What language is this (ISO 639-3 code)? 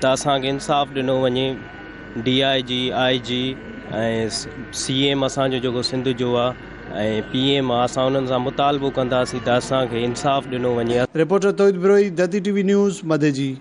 snd